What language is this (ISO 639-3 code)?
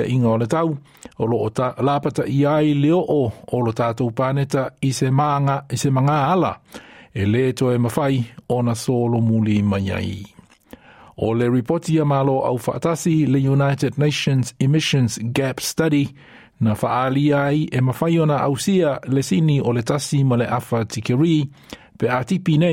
smo